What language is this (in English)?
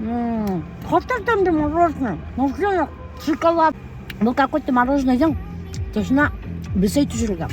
Bashkir